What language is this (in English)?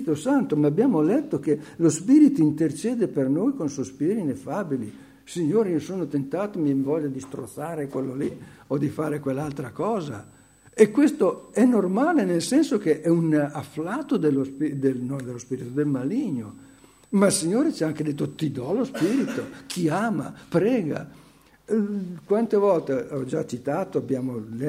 Italian